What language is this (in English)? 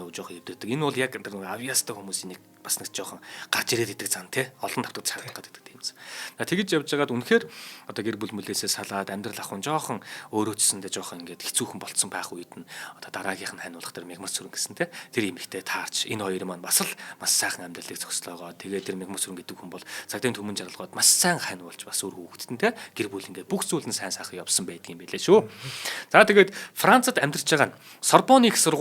Mongolian